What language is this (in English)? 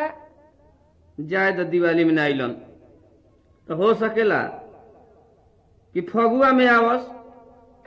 Bhojpuri